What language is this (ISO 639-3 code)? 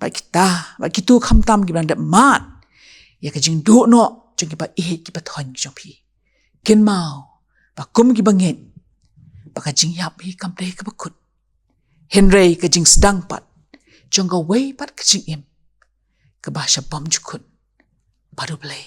kha